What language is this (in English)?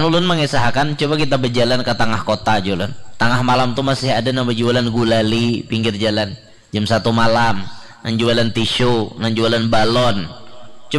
Banjar